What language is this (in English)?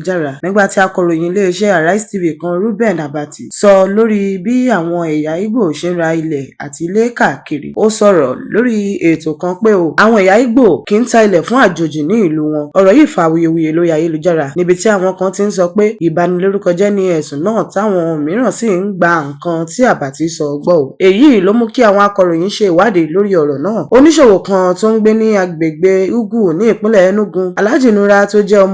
Yoruba